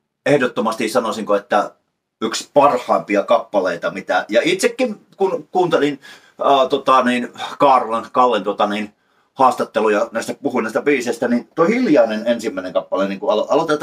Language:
Finnish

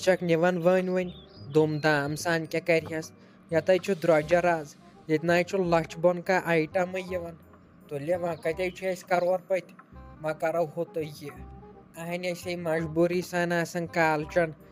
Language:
Kashmiri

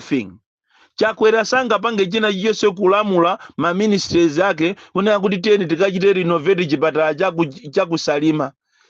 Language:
Nyanja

